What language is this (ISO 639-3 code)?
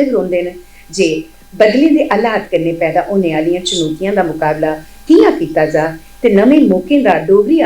doi